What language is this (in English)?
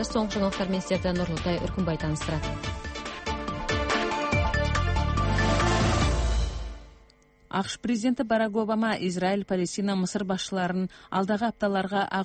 Kazakh